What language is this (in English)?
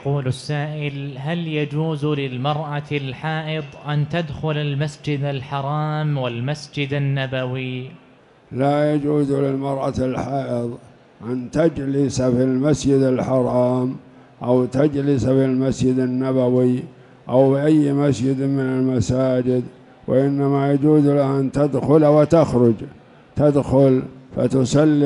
Arabic